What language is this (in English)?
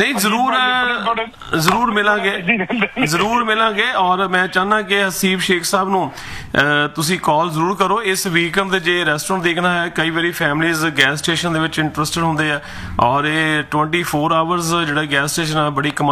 Punjabi